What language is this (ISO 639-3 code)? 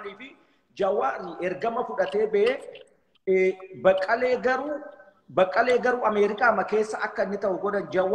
orm